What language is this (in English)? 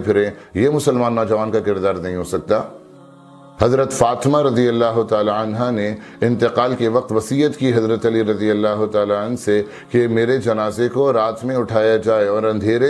Urdu